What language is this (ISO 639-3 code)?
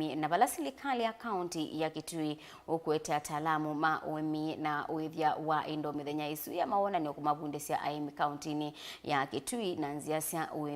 kam